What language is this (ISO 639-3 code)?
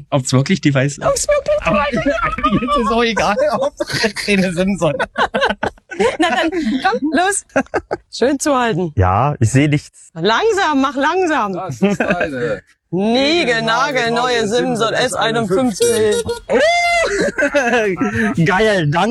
deu